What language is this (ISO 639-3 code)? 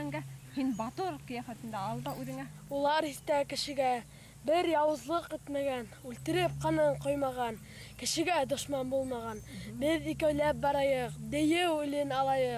bak